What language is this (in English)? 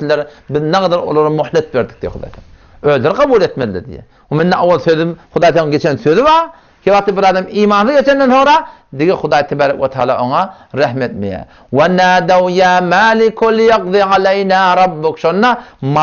Turkmen